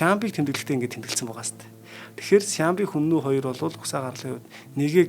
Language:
Mongolian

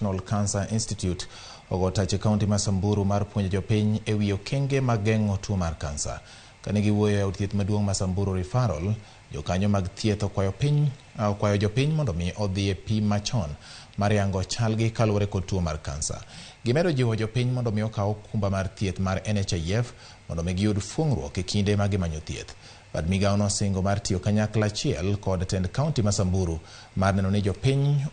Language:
Luo (Kenya and Tanzania)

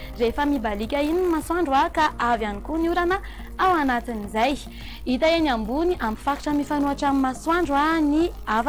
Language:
Malagasy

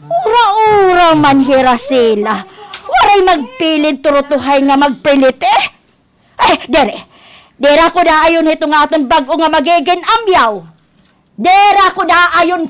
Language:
Waray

